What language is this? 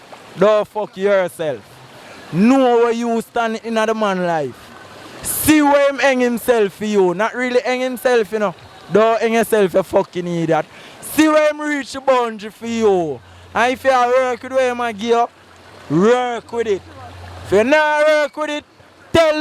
Jamaican Creole English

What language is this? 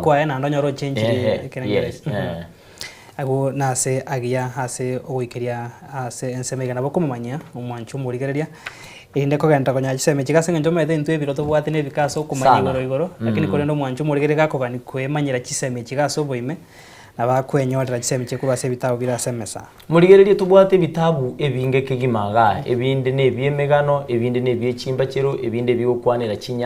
Gusii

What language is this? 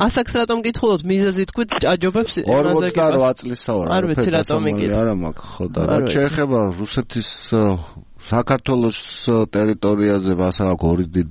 Georgian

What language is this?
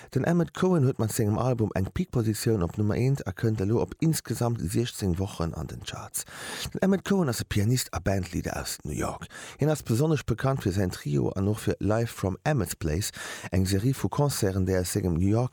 Luxembourgish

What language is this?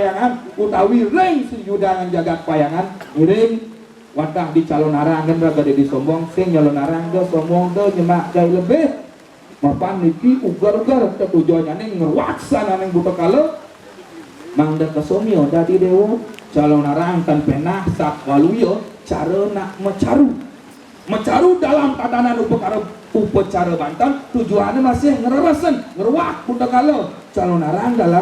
Balinese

